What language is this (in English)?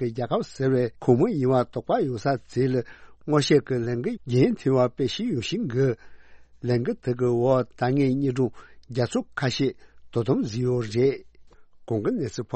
Tibetan